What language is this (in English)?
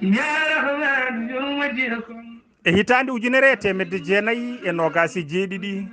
Fula